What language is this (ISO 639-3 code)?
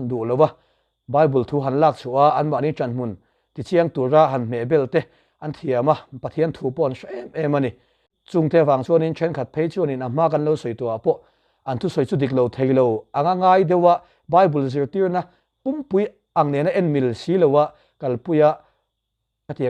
lus